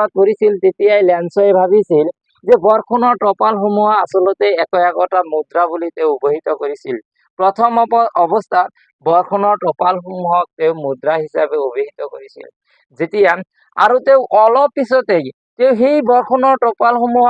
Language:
Assamese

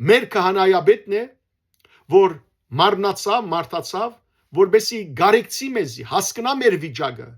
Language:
Western Armenian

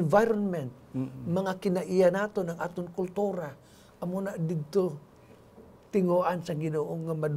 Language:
Hiligaynon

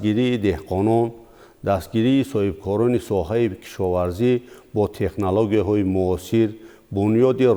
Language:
Tajik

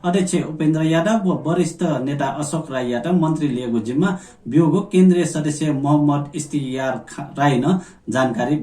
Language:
Newari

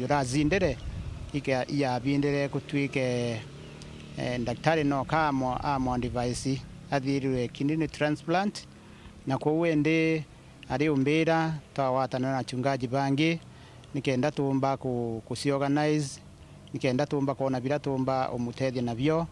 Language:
Meru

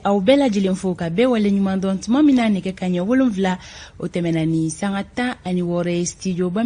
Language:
Bambara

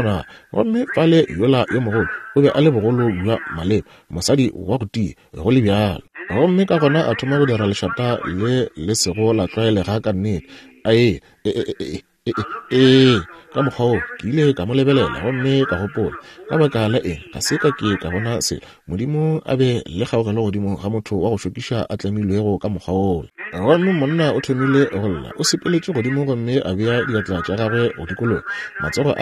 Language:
Northern Sotho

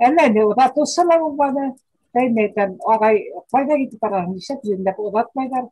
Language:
Bashkir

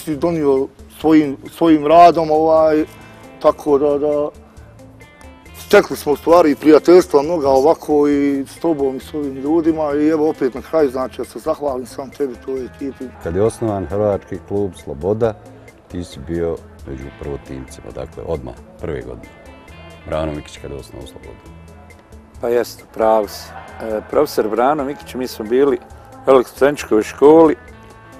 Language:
Bosnian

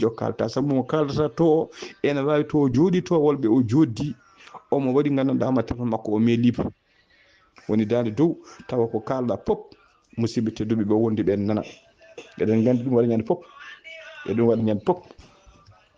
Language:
Fula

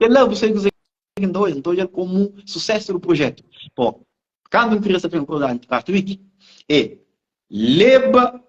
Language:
Kabuverdianu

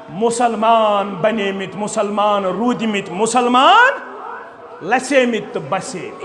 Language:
Kashmiri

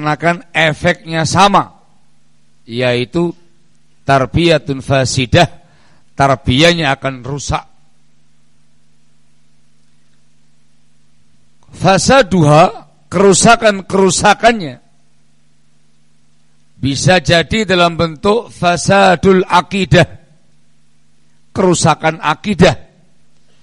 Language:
Indonesian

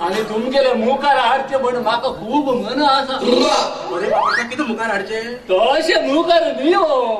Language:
Konkani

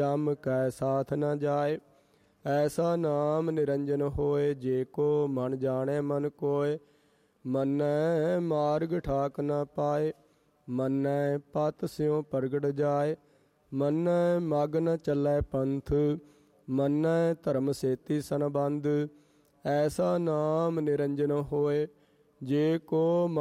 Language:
Punjabi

